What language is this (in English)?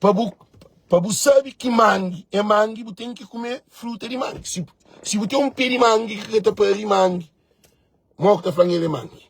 Kabuverdianu